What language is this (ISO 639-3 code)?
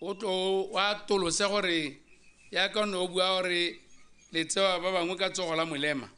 tsn